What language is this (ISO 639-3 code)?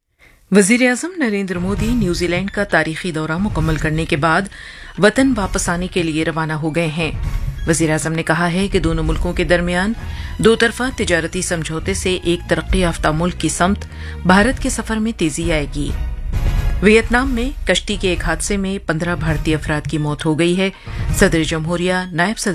urd